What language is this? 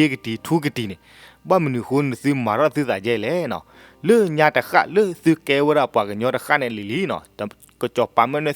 S'gaw Karen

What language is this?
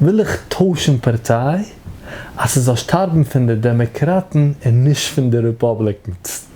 Yiddish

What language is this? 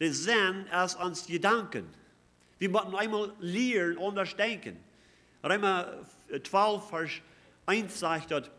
Plautdietsch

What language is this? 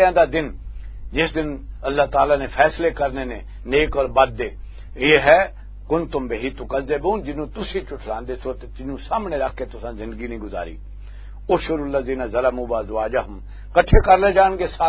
Western Panjabi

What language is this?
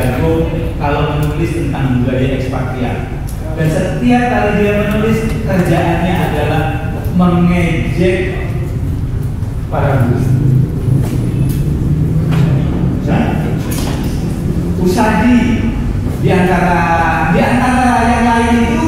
Indonesian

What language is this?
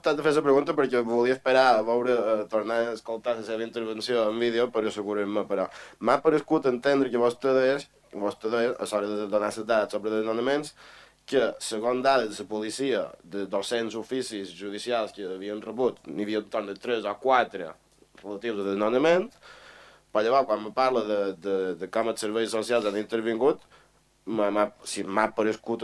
Catalan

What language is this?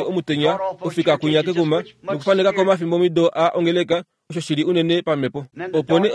Kuanyama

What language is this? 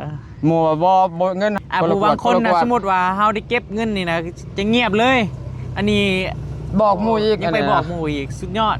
Northeastern Thai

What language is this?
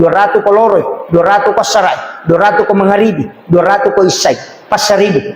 Buginese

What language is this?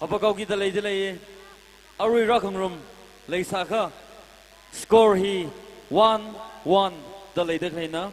Tangkhul Naga (India)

